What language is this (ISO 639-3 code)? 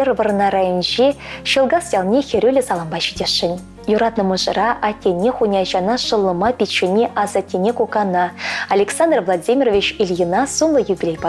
chv